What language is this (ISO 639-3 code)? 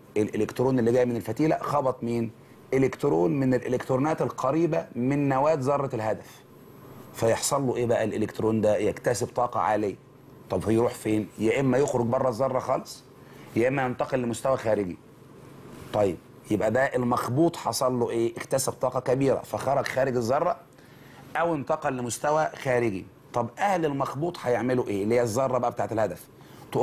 arz